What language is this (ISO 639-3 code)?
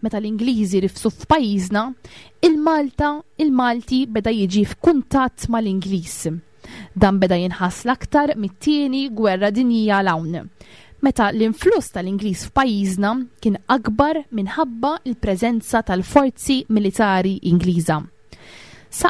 mlt